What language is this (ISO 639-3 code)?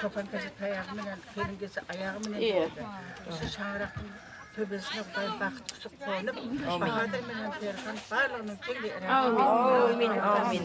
kaa